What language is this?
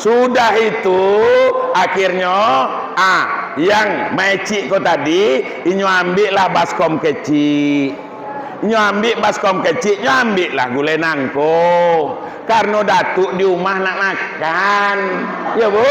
Minangkabau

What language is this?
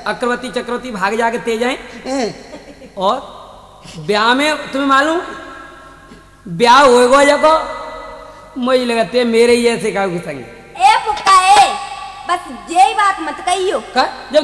Haryanvi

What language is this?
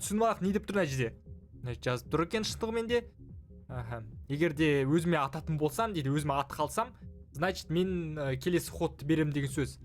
Kazakh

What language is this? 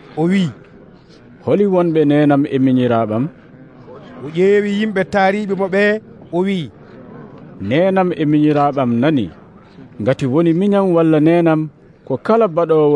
Nigerian Fulfulde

